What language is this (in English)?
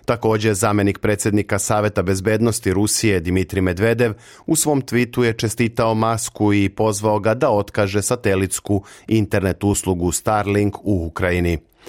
Serbian